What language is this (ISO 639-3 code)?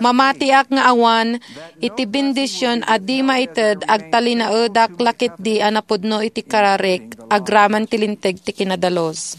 ilo